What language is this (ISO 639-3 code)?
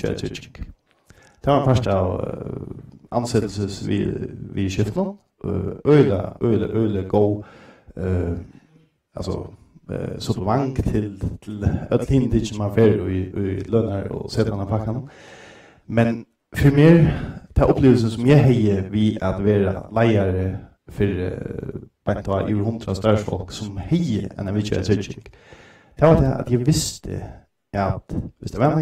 fao